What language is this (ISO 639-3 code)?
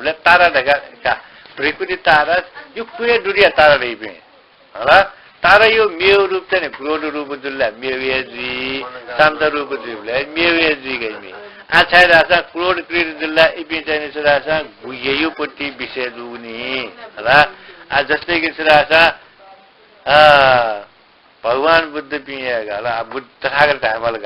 new